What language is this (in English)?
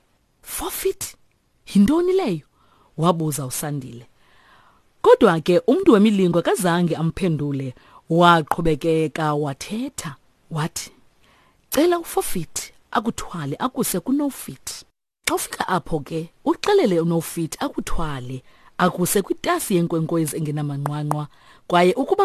Xhosa